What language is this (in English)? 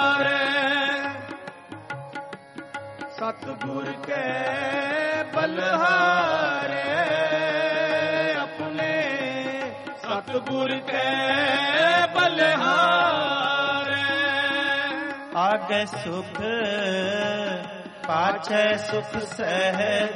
Punjabi